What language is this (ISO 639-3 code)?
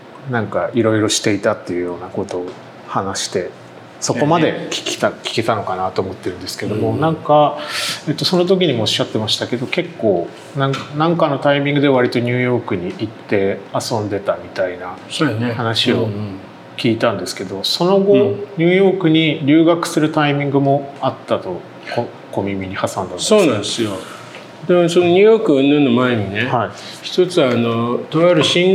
jpn